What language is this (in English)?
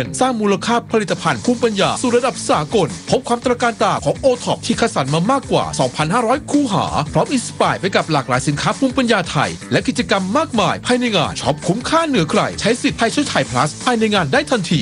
Thai